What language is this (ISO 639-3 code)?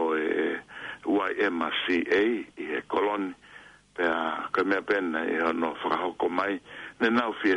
ton